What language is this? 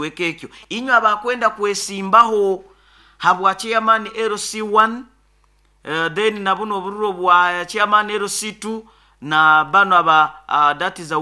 Nyoro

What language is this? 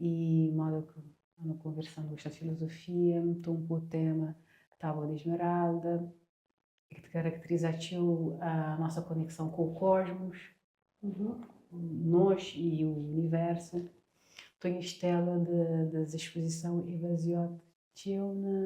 Kabuverdianu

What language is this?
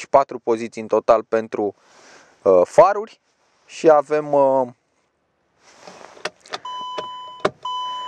Romanian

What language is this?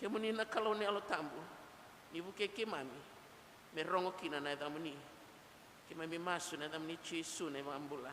Fijian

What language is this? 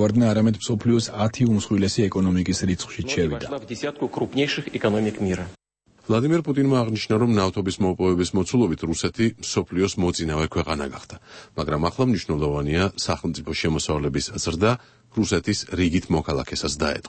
Georgian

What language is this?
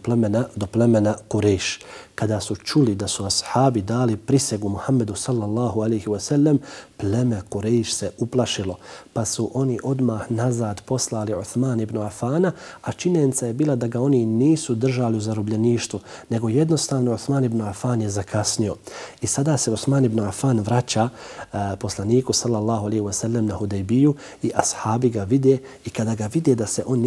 Bosnian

